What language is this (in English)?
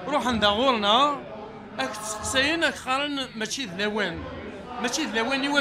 Kabyle